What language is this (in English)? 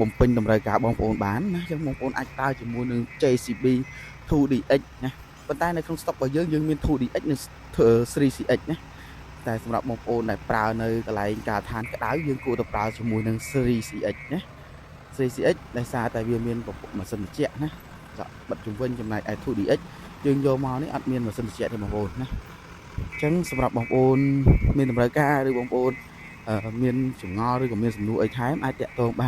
Khmer